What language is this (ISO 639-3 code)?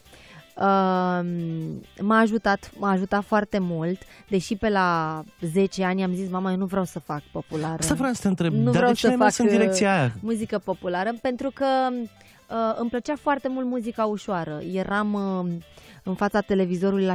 ron